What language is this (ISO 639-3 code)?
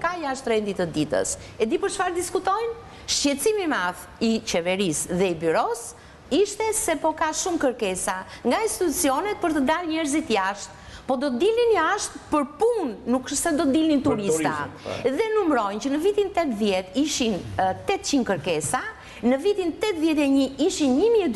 sqi